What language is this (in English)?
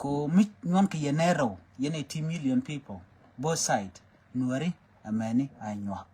Nuer